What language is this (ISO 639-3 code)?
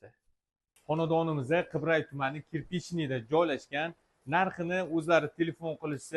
uzb